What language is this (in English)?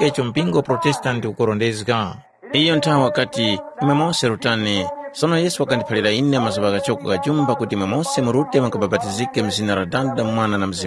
Tumbuka